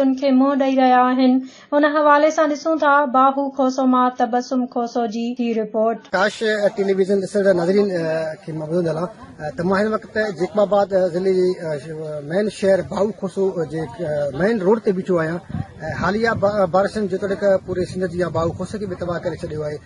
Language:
Sindhi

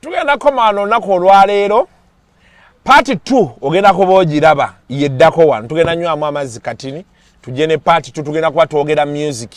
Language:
Ganda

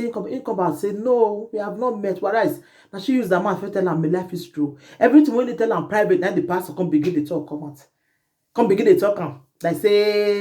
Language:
Nigerian Pidgin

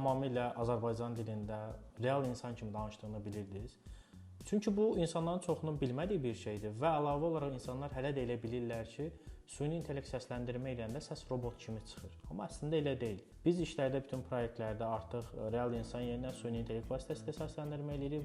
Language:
Azerbaijani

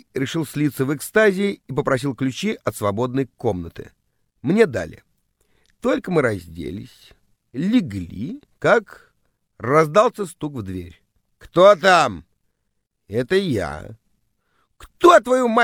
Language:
Russian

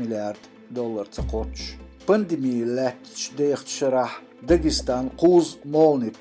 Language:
Chechen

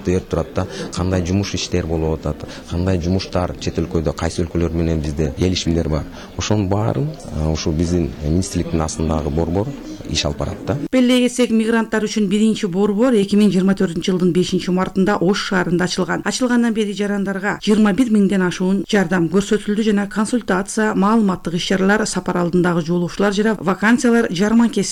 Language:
Kyrgyz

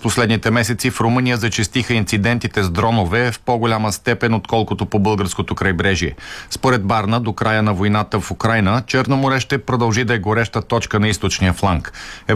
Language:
Bulgarian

